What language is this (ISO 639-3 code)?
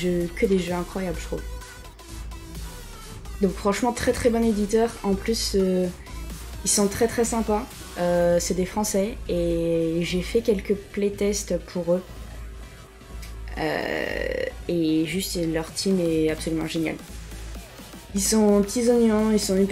fra